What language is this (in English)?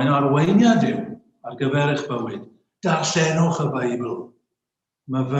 Welsh